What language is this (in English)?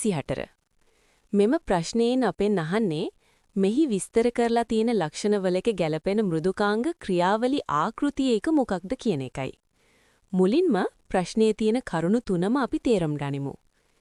Sinhala